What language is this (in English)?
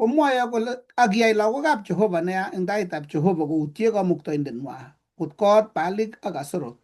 Kalenjin